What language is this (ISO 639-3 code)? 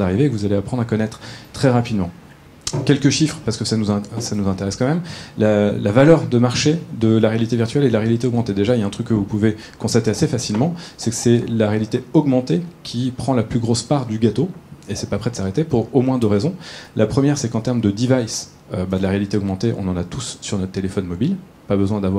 fra